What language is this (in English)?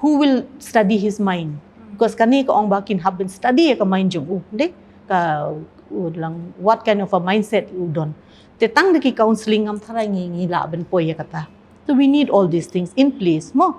Khasi